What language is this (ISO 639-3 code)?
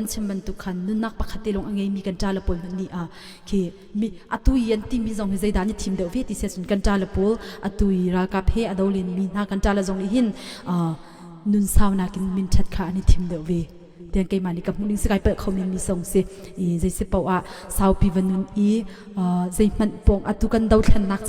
cnh